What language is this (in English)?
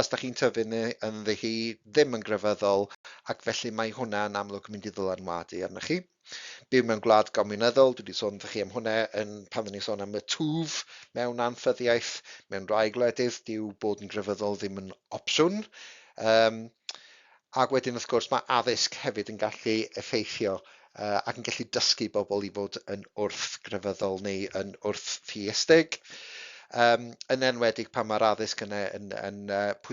Welsh